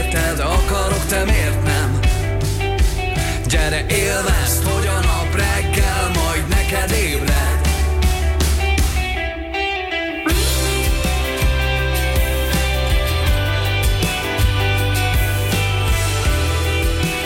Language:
Hungarian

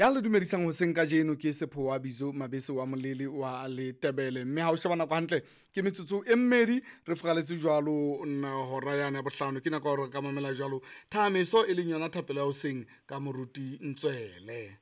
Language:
Southern Sotho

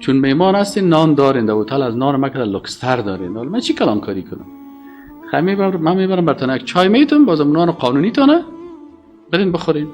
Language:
Persian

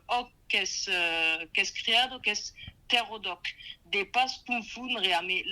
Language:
Occitan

